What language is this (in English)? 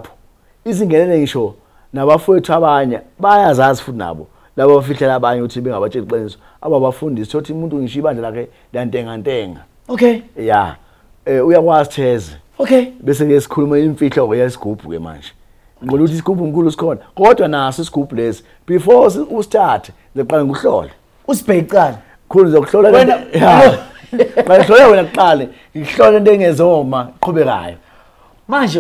Zulu